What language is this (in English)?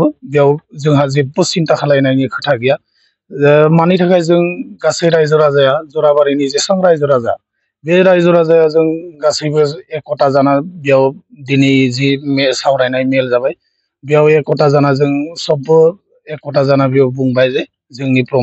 Bodo